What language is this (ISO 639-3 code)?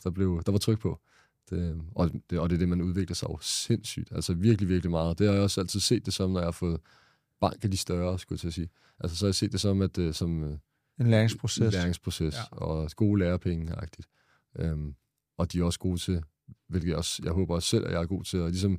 dan